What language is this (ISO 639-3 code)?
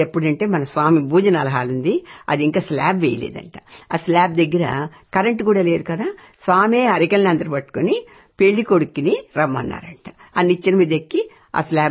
tel